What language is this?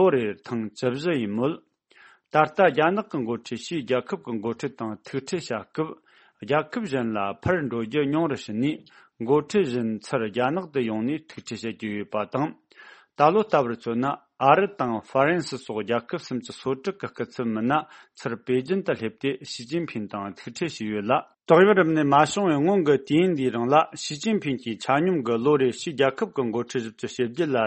Tibetan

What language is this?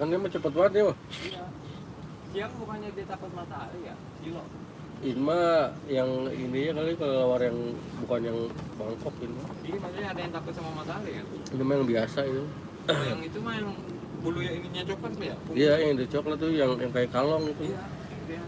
Betawi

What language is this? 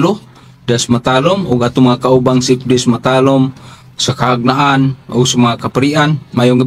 Cebuano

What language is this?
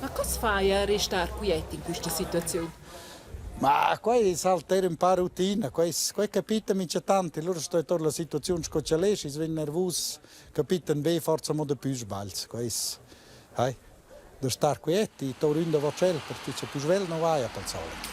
Romansh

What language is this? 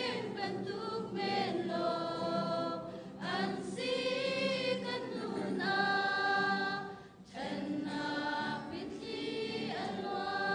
Hakha Chin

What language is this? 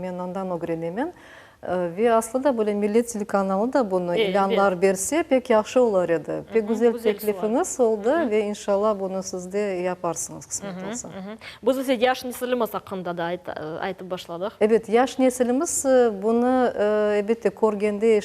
Crimean Tatar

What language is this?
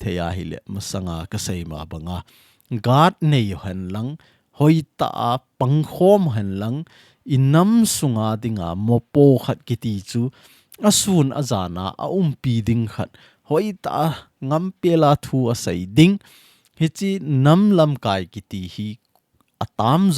Thado Chin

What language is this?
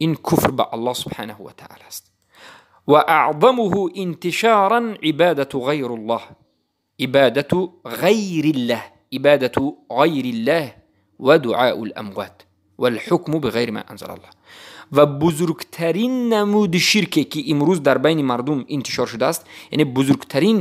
Tajik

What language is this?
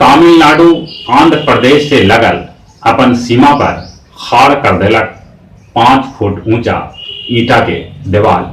Magahi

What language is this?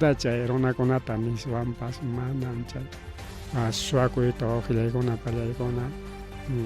Ayacucho Quechua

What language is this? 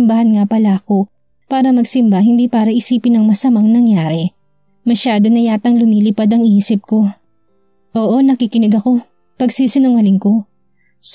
Filipino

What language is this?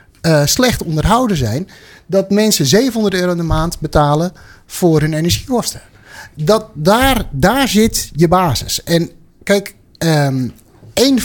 Dutch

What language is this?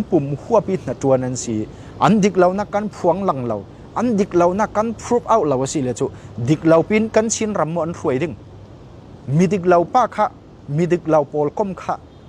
Falam Chin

